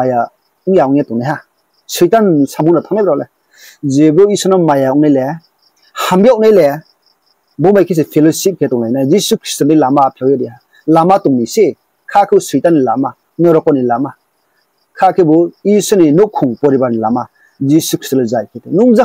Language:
Riang (India)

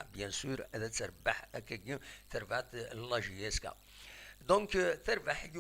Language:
Kabyle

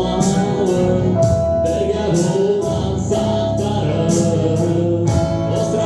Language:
Bashkir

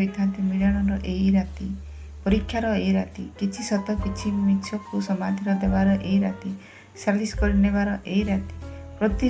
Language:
Odia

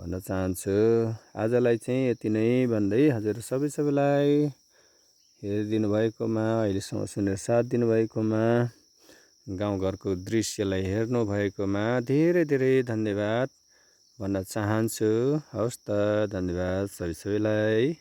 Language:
Nepali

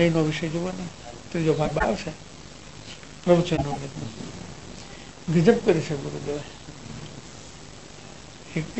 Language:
Gujarati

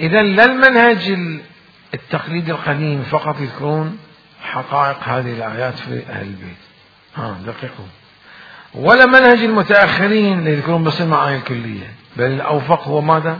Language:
Mesopotamian Arabic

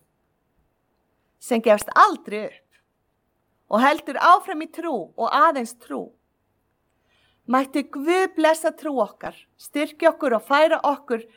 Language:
Icelandic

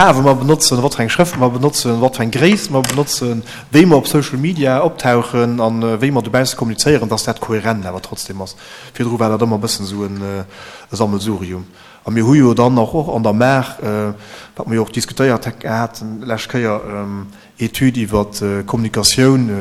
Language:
Luxembourgish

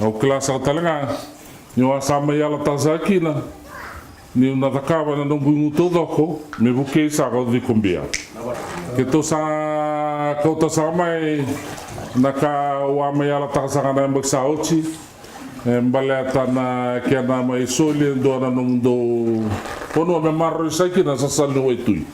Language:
Fijian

